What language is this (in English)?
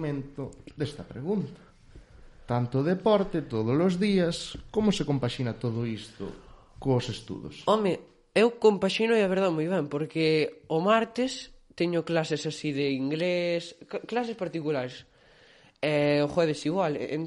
Galician